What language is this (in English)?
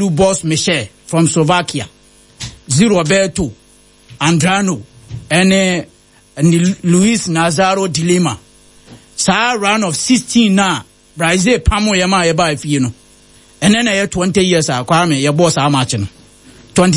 Akan